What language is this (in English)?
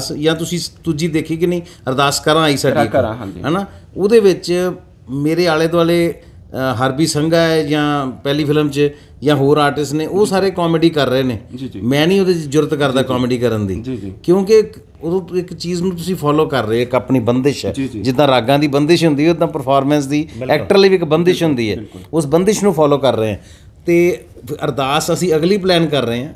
Punjabi